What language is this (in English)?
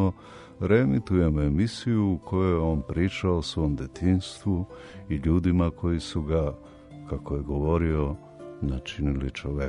Serbian